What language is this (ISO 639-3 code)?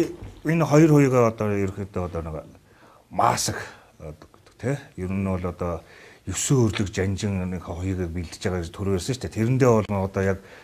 mon